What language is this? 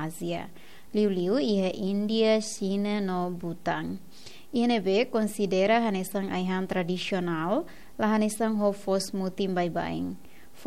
Tetum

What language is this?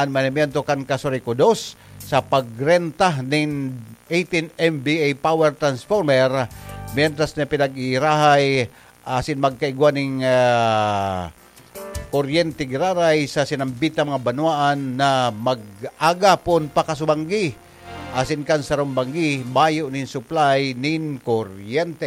Bikol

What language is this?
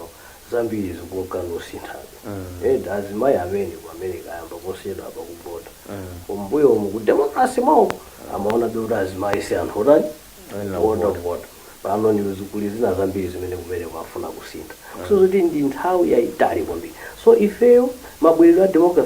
Nyanja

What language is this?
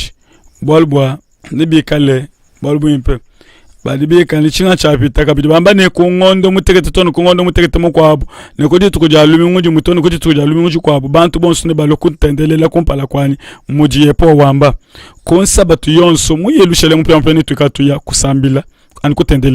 Luba-Lulua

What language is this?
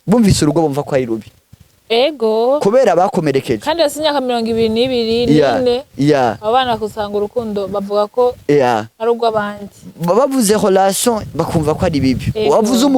Rundi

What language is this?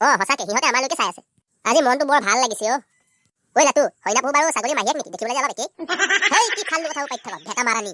Assamese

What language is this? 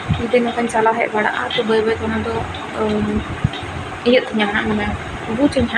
Santali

